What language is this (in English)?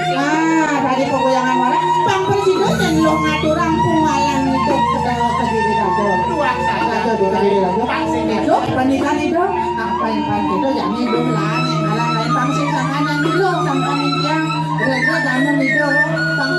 Balinese